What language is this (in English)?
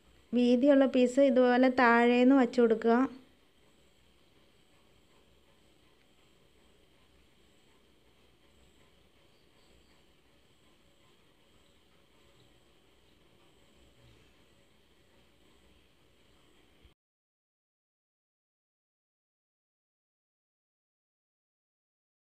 Malayalam